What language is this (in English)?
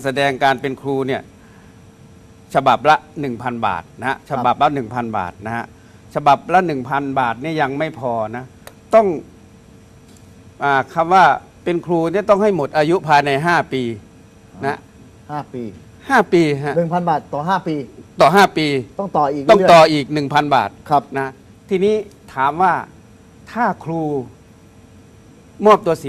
Thai